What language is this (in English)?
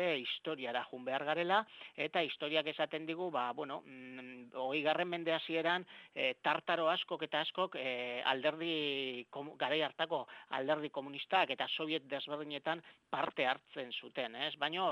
Basque